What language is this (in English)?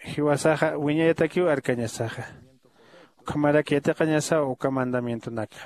Aymara